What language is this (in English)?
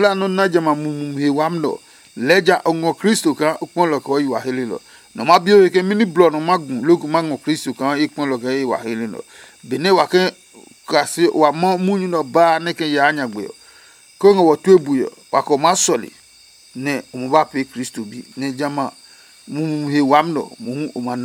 Adangme